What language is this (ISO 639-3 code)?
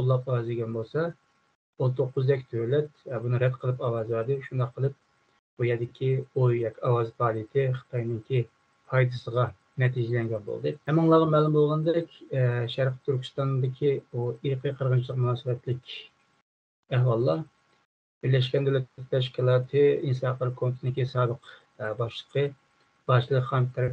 uig